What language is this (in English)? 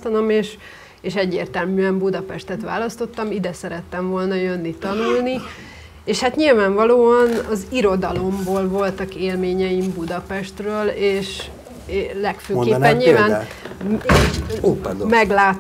Hungarian